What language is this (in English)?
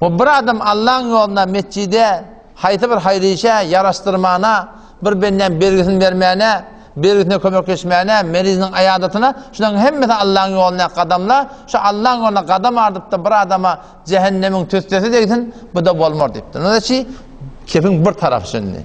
Turkmen